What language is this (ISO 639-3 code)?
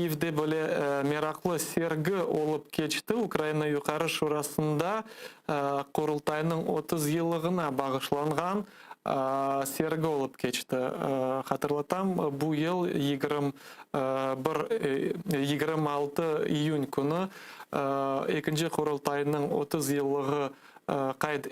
crh